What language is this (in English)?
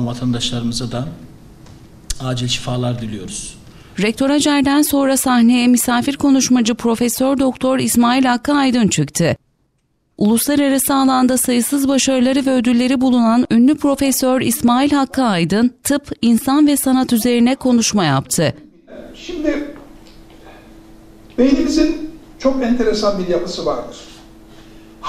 Turkish